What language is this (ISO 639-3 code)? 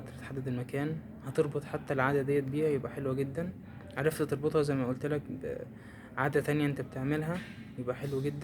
arz